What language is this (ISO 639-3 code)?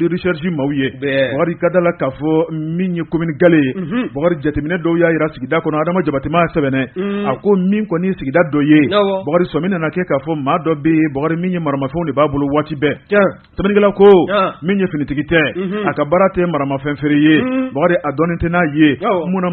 bam